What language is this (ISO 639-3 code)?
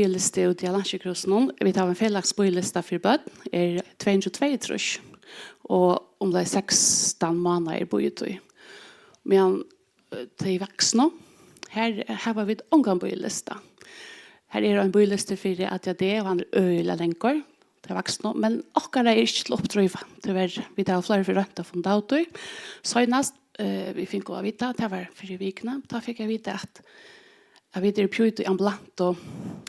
fao